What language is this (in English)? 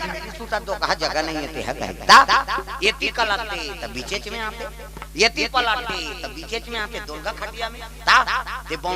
Chhattisgarhi